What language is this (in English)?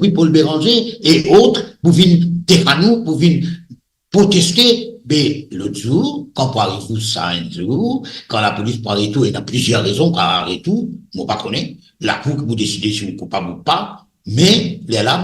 Morisyen